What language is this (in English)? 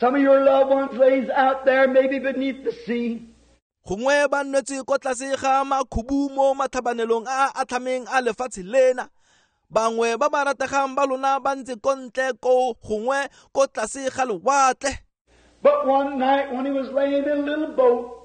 Tswana